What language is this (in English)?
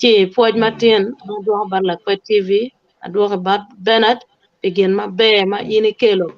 Acoli